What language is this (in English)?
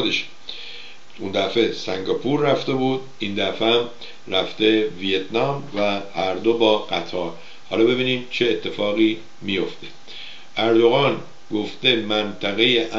Persian